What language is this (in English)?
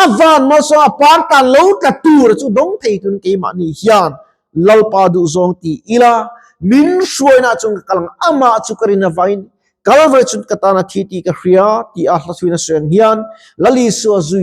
Mizo